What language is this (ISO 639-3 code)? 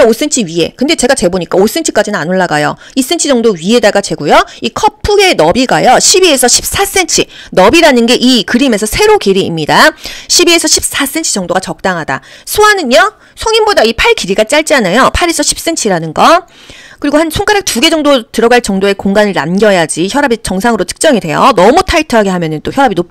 kor